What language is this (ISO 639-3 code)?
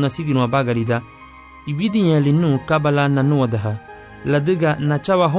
cab